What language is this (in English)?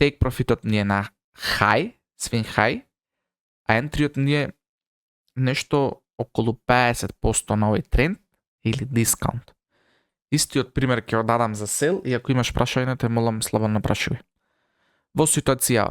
Macedonian